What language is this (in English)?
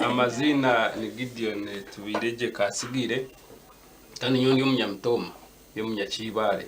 Nyankole